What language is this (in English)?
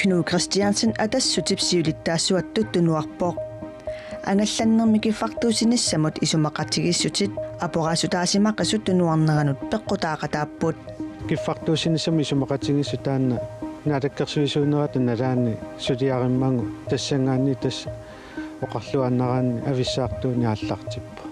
Kalaallisut